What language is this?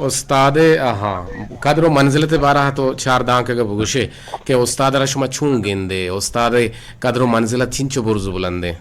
Eastern Balochi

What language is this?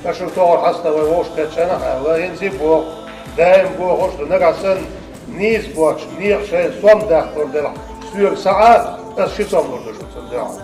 Chechen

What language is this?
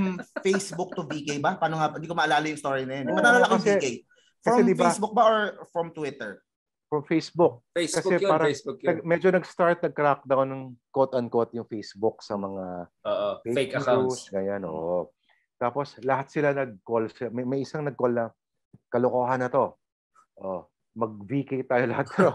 Filipino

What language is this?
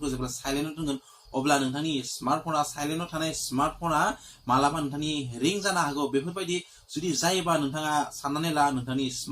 Bodo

